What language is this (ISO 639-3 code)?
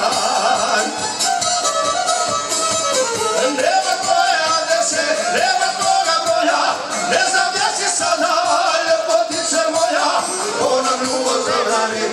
hrv